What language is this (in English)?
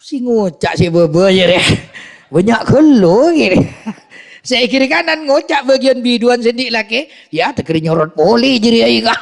Madurese